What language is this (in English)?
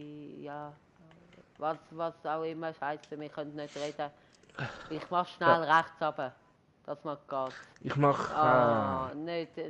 Swiss German